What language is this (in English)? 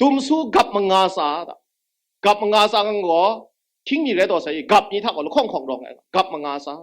Kachin